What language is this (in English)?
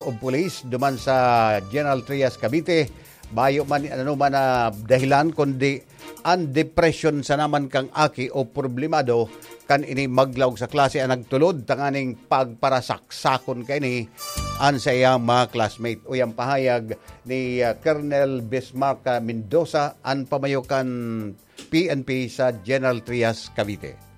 Bikol